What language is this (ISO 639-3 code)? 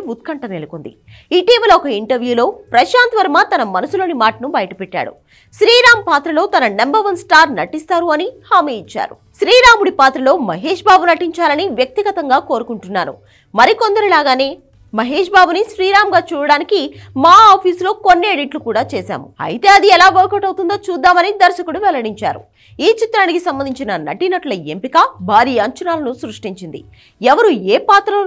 tel